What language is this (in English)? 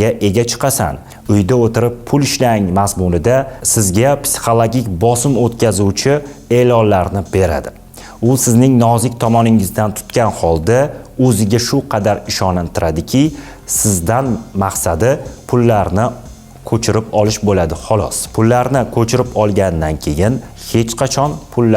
Uzbek